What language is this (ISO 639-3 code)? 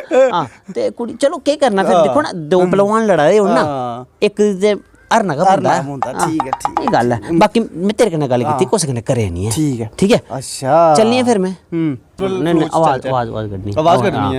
doi